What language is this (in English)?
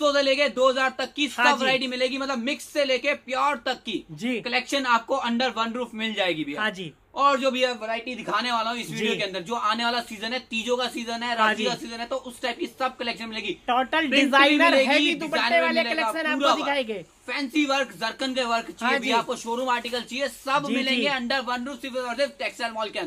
Hindi